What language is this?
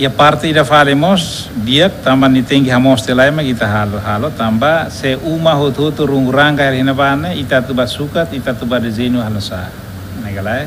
Tetum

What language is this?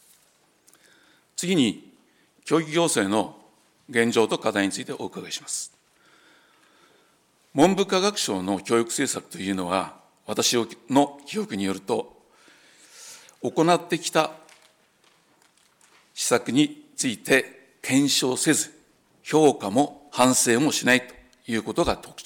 Japanese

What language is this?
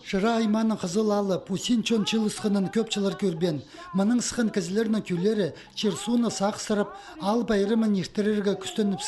Khakas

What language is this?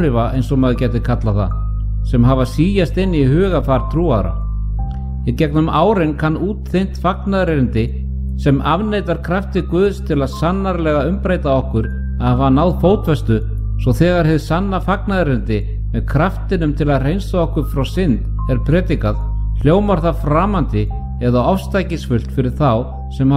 Icelandic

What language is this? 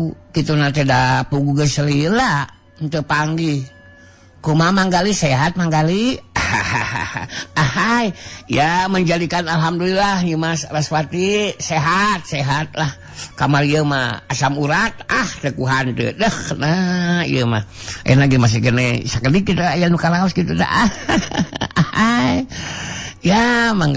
Sundanese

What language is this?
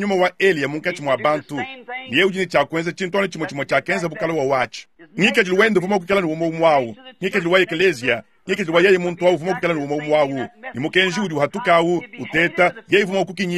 Luba-Lulua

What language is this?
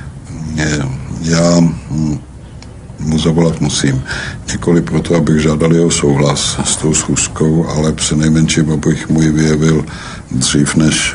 Czech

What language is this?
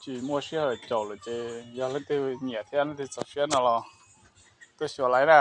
Hmong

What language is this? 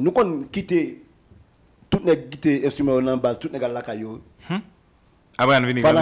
Haitian Creole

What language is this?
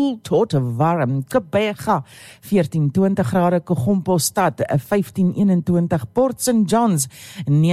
Afrikaans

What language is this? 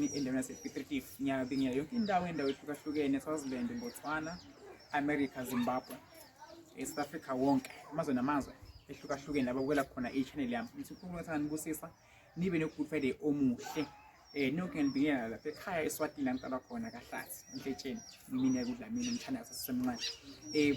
Zulu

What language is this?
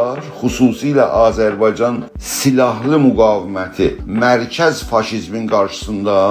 South Azerbaijani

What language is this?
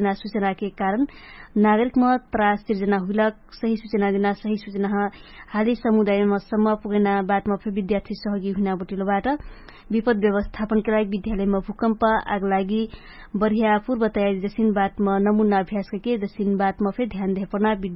Dangaura Tharu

